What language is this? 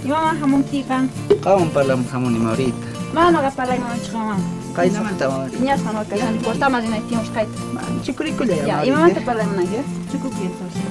South Bolivian Quechua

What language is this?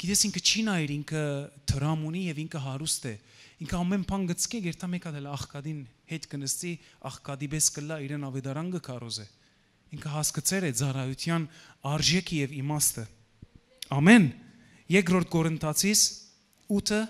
Western Armenian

